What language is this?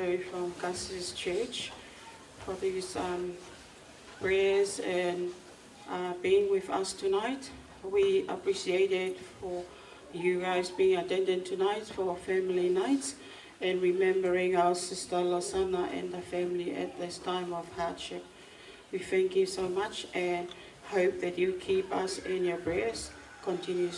Tongan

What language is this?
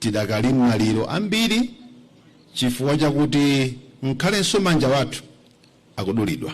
Nyanja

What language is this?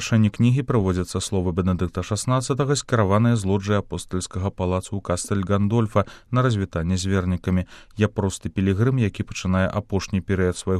Belarusian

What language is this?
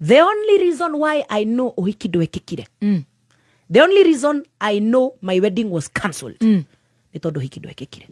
Kikuyu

